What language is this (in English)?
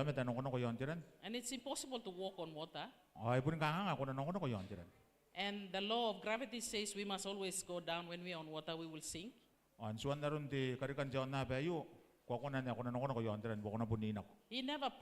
Gilbertese